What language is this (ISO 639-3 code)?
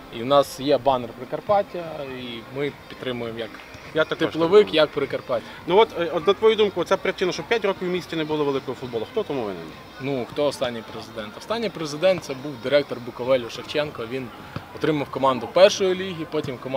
ukr